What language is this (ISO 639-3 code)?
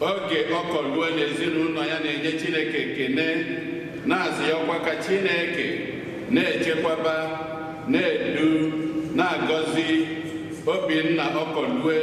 ibo